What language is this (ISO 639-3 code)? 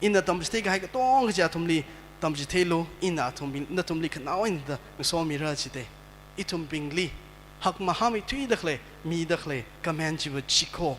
nmf